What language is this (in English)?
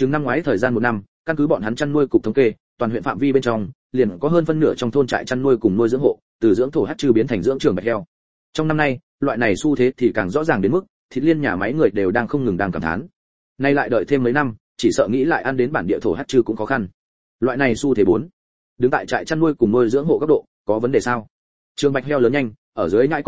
Vietnamese